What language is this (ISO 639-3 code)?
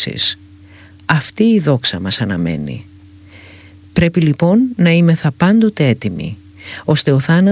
ell